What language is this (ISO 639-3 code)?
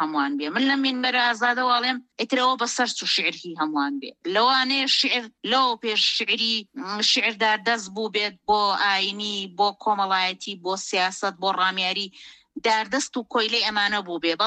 ckb